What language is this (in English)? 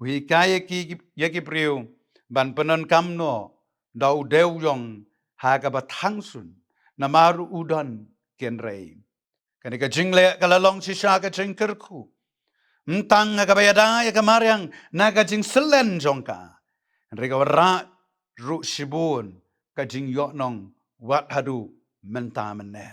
Khasi